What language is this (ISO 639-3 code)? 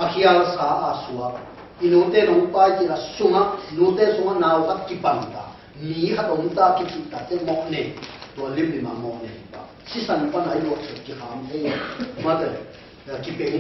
ctd